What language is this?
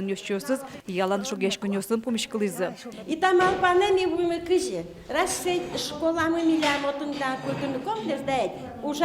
Udmurt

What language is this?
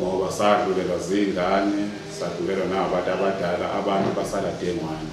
Zulu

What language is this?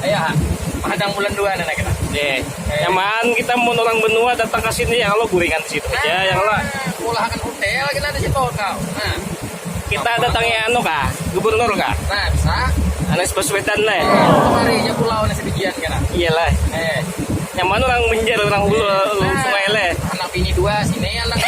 Banjar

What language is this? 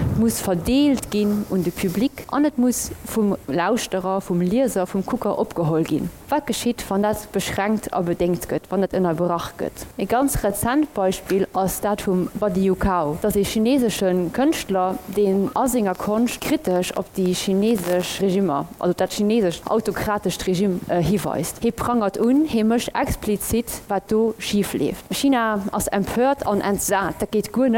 Luxembourgish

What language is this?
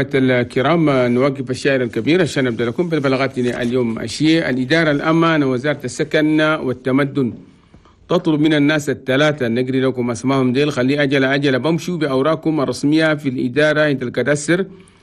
Chadian Arabic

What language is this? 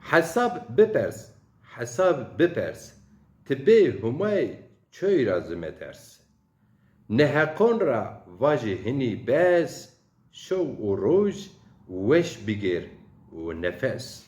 Zaza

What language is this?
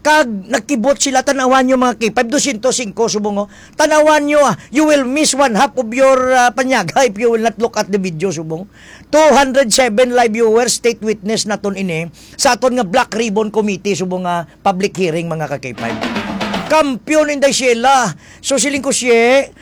Hiligaynon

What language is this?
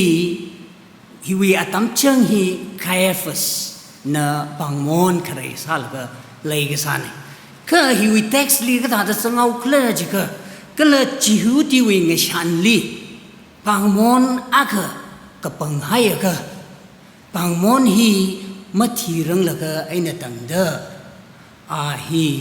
Tangkhul Naga (India)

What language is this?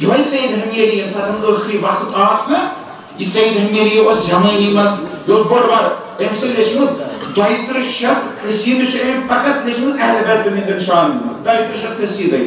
Kashmiri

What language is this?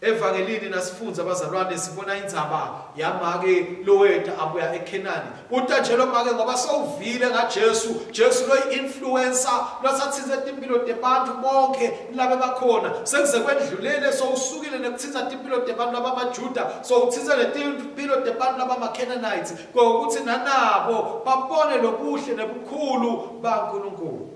Swati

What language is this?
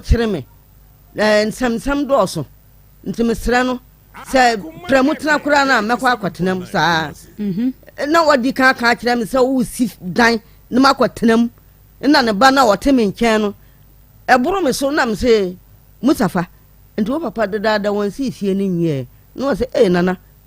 Akan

